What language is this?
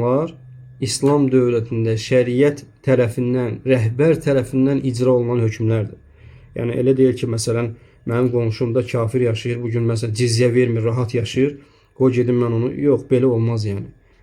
Azerbaijani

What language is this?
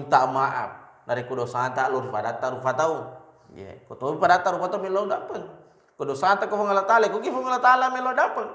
Buginese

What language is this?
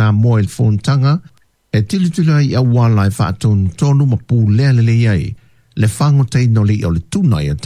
Samoan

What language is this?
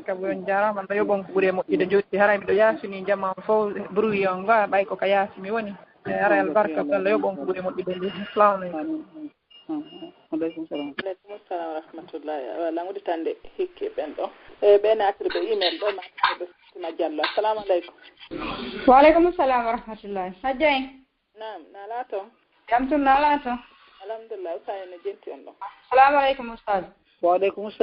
Fula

